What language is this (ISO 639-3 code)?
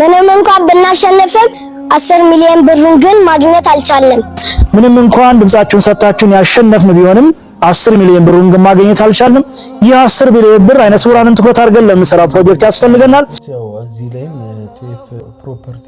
amh